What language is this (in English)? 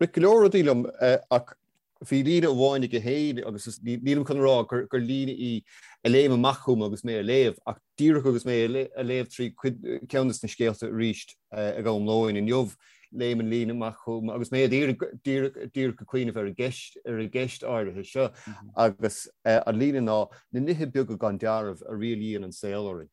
Irish